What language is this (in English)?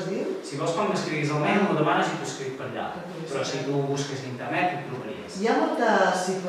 Catalan